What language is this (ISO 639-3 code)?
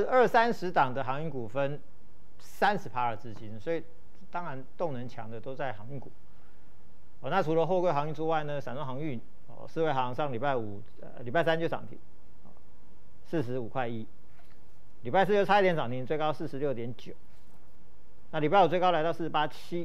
zho